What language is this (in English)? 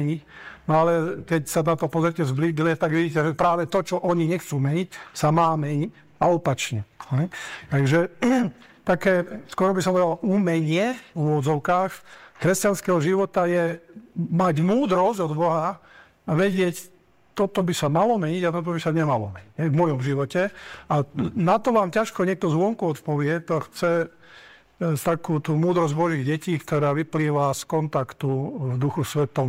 Slovak